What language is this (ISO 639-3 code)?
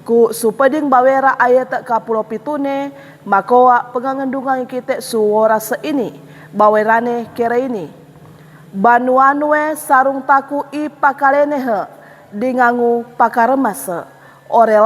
sxn